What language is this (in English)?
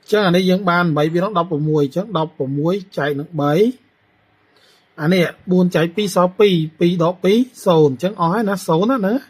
Khmer